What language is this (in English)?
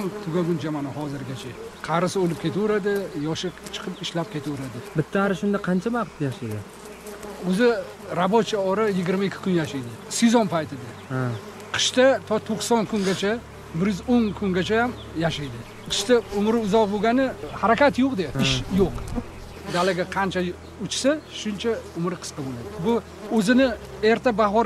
Uzbek